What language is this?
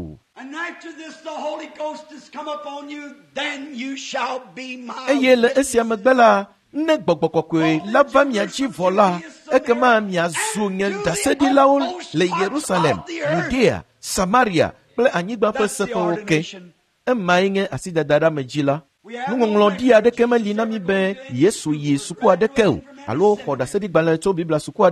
Ewe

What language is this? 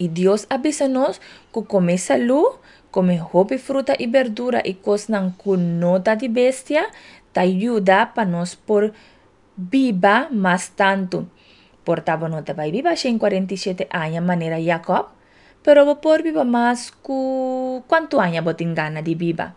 Papiamento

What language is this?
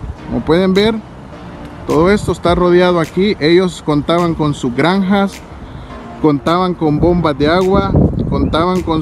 Spanish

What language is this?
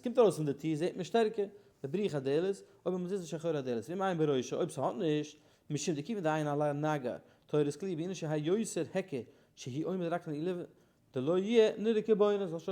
Yiddish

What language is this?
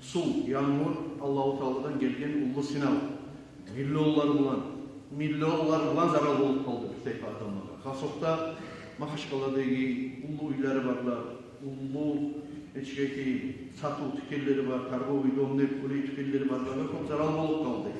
Kumyk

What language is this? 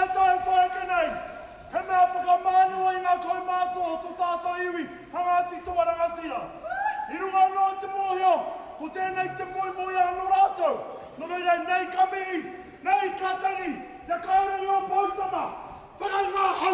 Māori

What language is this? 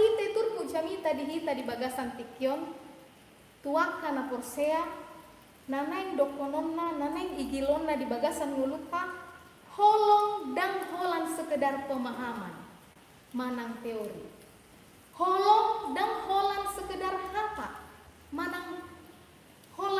Batak Toba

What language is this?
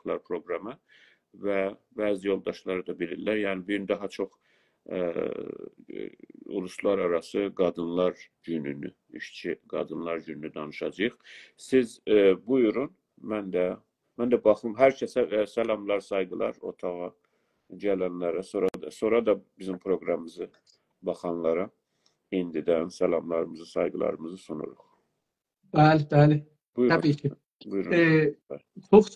South Azerbaijani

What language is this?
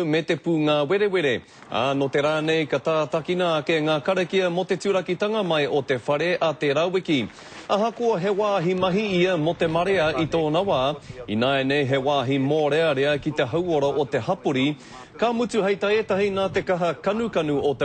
Māori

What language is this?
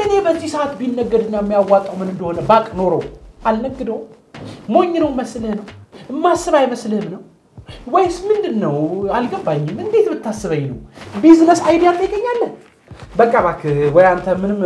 Amharic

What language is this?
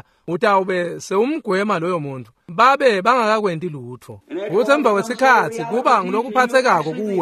Swati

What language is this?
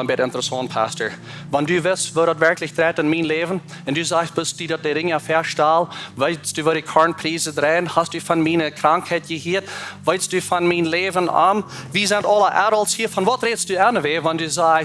Plautdietsch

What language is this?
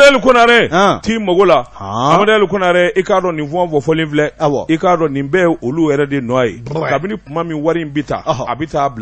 Bambara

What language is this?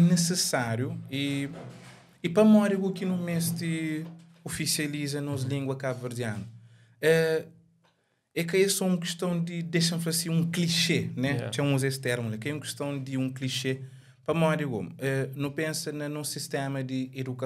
Kabuverdianu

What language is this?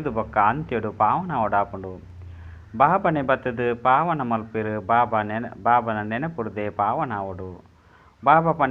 Tulu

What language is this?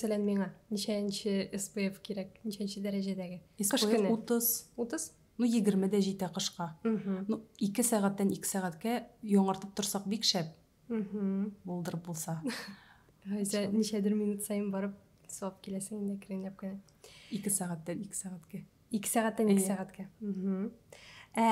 Tatar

